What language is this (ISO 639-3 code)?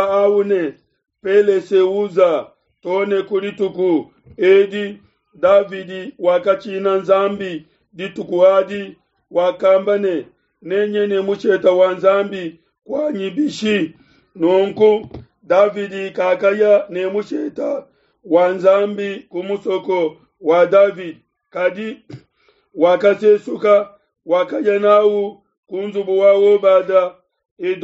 lua